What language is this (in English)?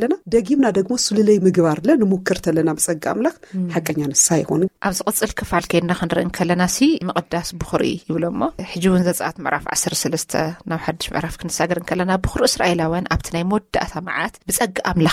Tigrinya